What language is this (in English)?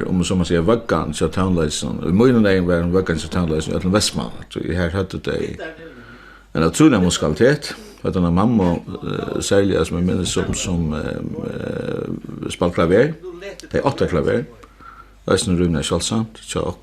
Faroese